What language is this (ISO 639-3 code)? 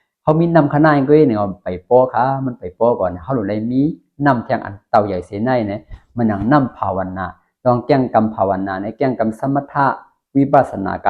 shn